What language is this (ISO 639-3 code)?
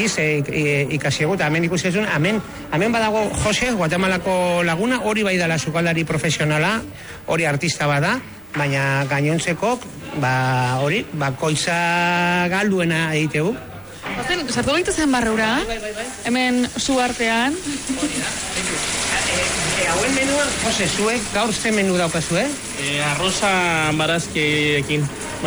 eus